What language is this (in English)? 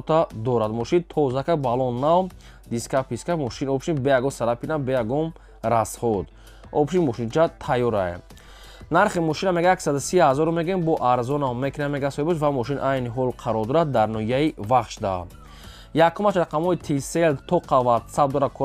Tajik